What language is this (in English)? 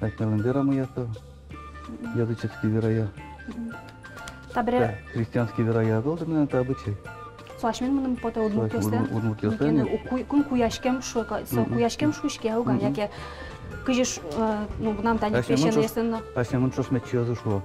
Udmurt